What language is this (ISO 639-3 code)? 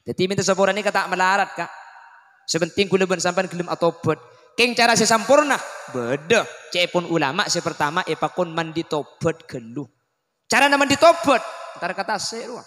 mad